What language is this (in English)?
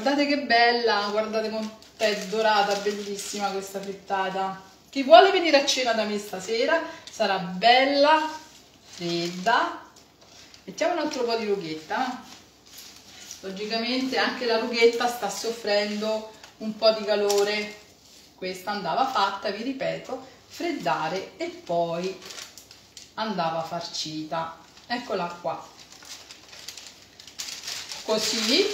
Italian